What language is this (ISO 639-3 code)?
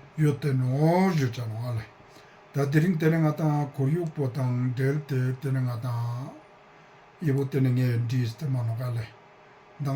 lbj